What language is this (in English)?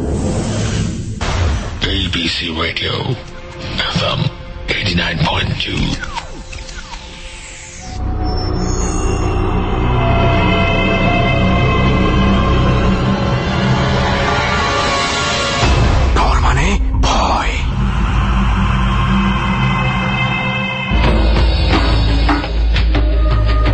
Bangla